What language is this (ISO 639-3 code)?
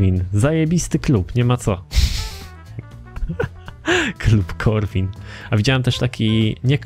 pol